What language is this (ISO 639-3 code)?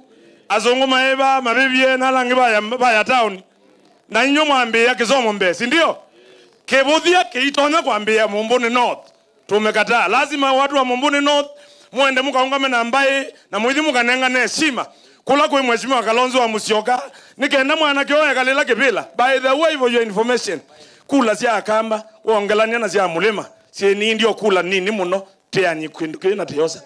kam